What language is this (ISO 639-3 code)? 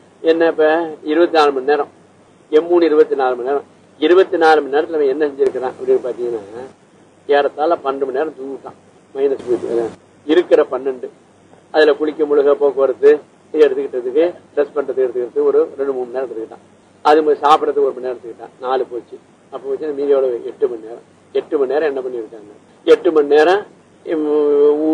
tam